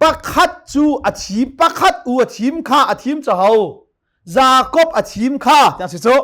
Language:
Hakha Chin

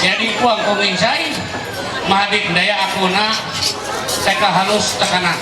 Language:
Ma'anyan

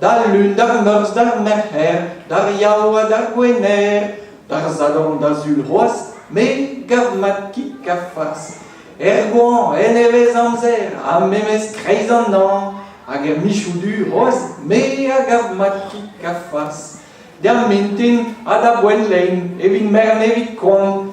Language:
Breton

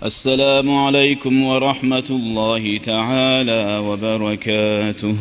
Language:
Kumyk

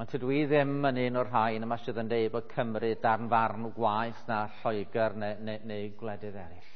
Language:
Welsh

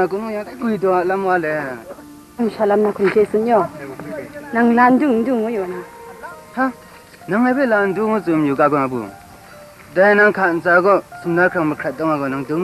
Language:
Kachin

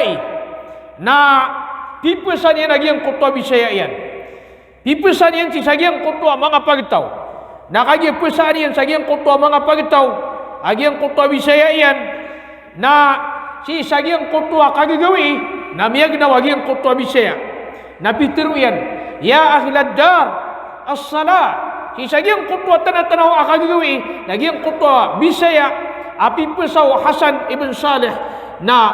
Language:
Maranao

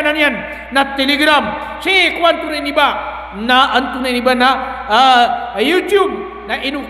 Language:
Maranao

